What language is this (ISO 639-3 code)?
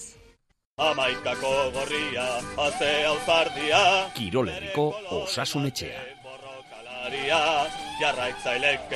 eus